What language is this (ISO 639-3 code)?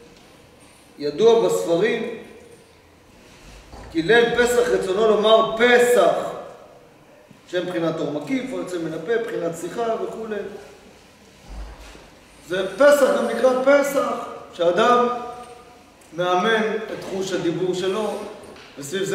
heb